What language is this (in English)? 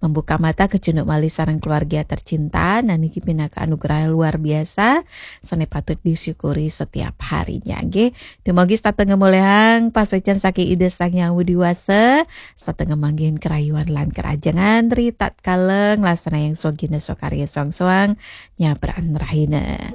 Balinese